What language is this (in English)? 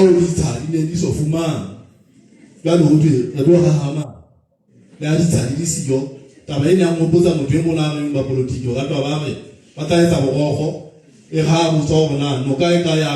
Southern Sotho